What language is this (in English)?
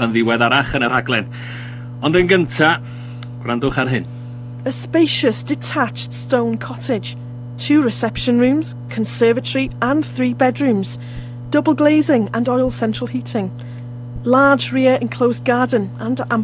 Welsh